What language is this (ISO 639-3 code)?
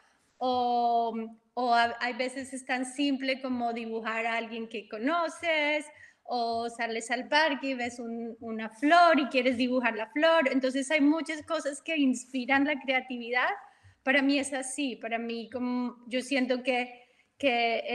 spa